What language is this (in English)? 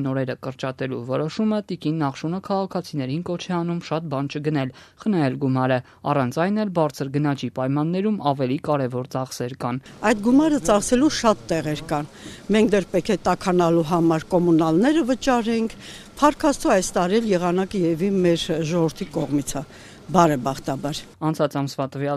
Armenian